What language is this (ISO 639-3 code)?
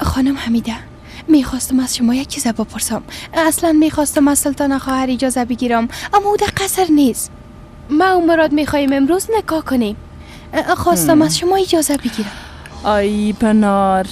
fas